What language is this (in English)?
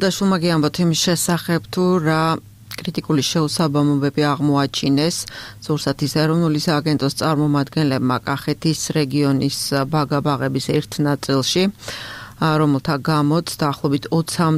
Georgian